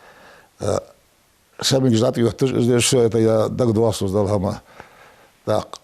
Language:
Ingush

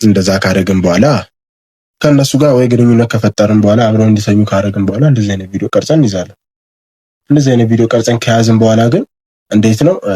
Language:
Amharic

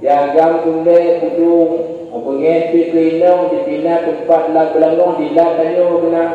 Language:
Achinese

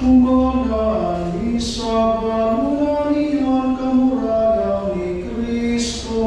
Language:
Waray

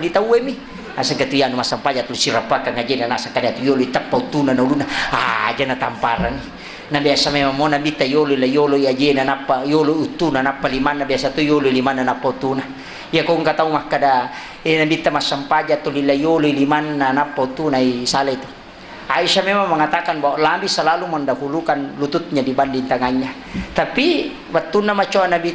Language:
Buginese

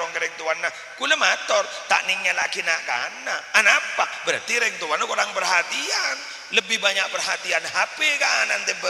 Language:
Madurese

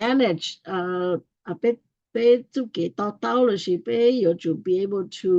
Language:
Hmong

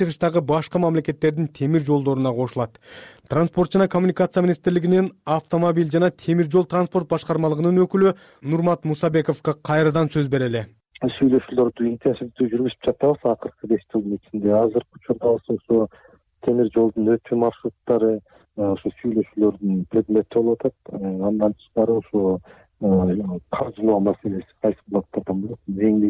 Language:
Kyrgyz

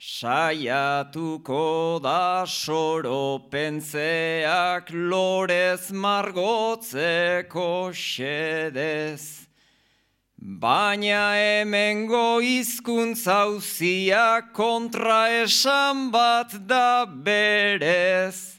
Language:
Basque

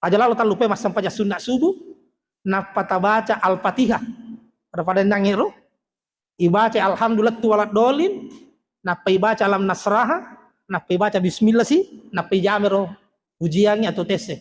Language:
Buginese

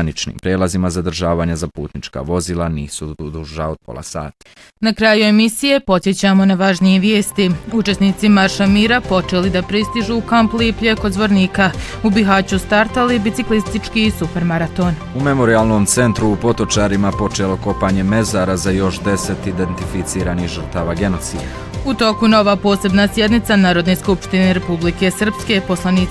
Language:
Bosnian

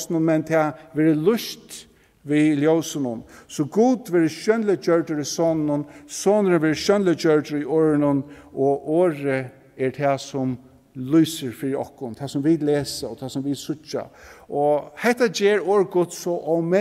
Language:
Faroese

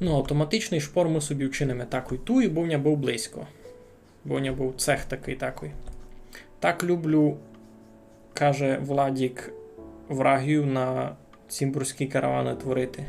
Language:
Rusyn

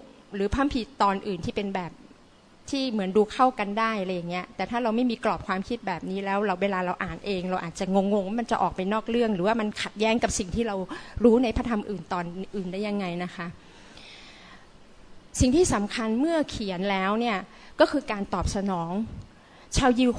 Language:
Thai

